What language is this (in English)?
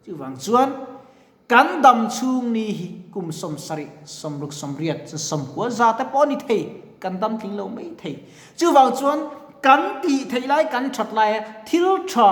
Mizo